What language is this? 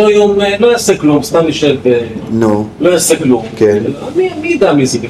Hebrew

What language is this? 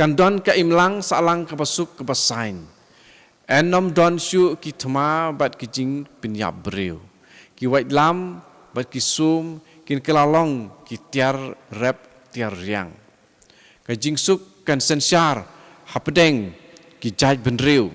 Khasi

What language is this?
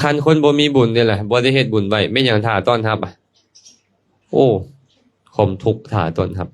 Lao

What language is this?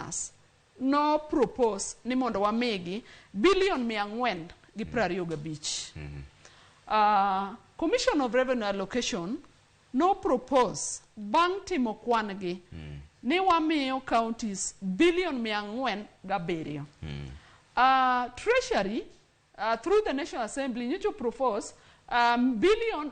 Luo (Kenya and Tanzania)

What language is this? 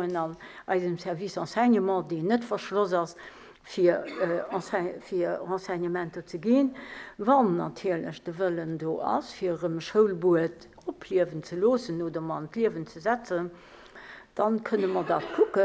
Luxembourgish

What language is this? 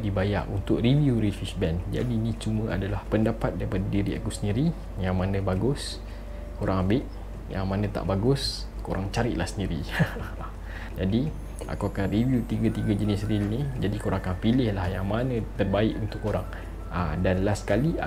Malay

